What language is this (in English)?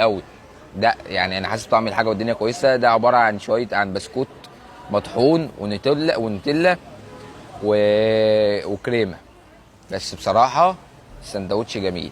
Egyptian Arabic